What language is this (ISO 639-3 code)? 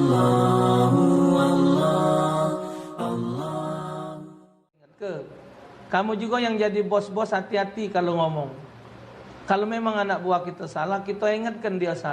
mui